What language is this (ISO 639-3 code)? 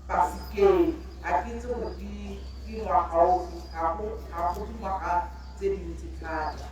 tsn